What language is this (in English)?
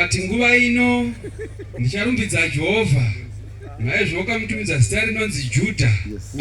Shona